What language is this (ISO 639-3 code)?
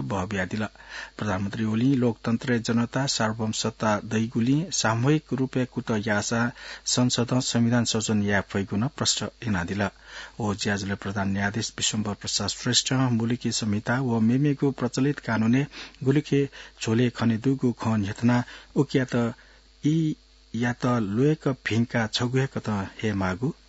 new